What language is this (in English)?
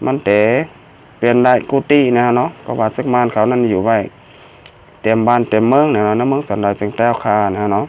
Shan